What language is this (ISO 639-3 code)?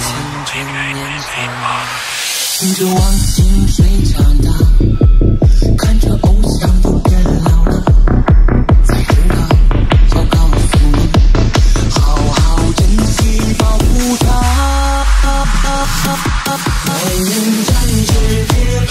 zho